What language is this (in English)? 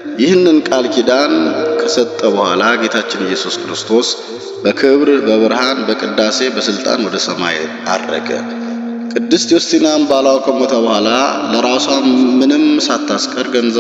Amharic